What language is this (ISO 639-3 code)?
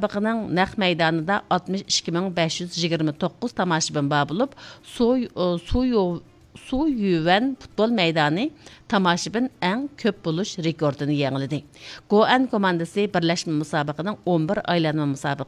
uig